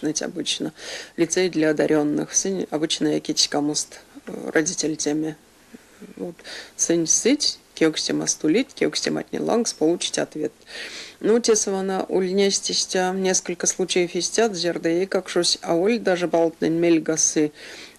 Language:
Erzya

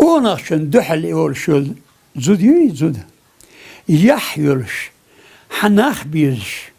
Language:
Chechen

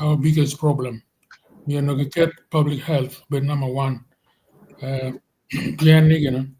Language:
Acoli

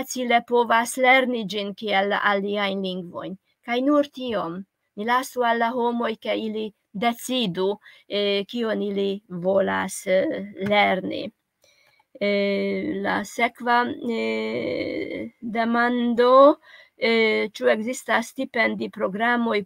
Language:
Esperanto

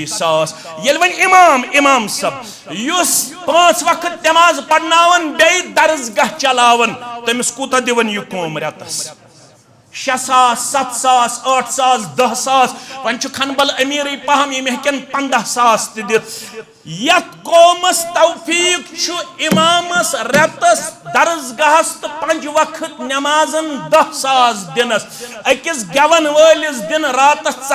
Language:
Kashmiri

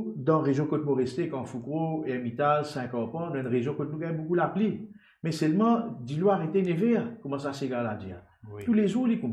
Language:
Morisyen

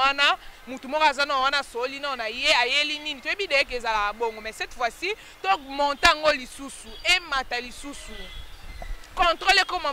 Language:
Lingala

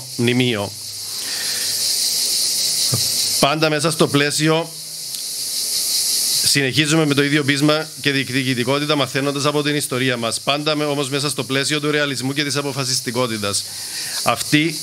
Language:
Greek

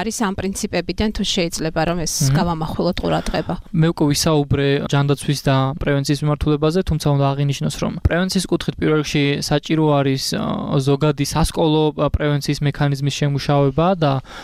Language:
Georgian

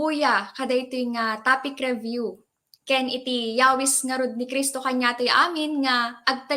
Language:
Iloko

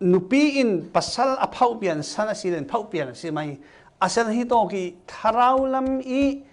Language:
Falam Chin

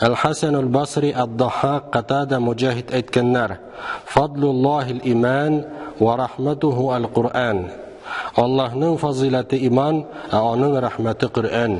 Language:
Tatar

